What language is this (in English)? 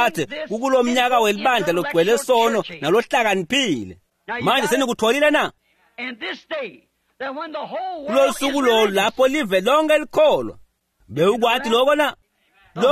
Swati